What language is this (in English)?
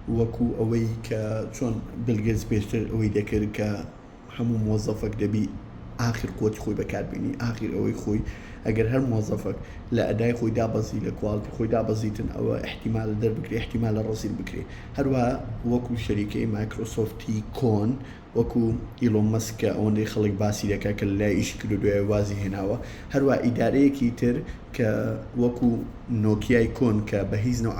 Central Kurdish